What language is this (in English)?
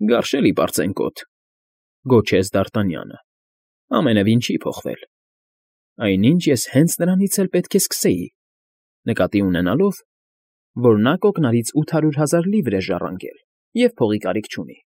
Armenian